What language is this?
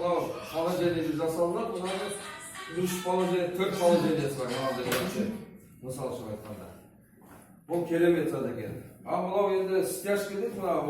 Kazakh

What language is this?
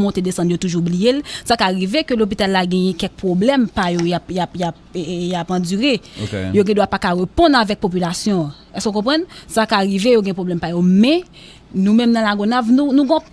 Haitian Creole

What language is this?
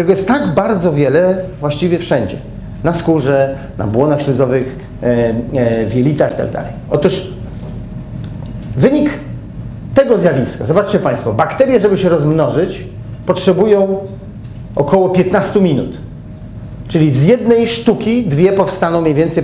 Polish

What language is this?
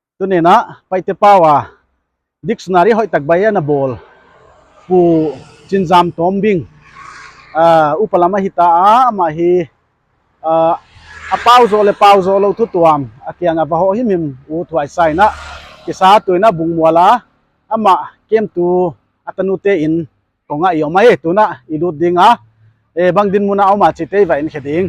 Paite Chin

